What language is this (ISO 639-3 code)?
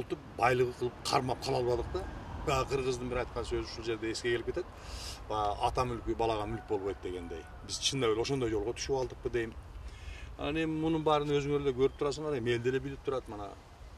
kir